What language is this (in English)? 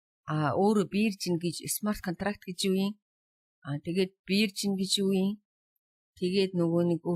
Mongolian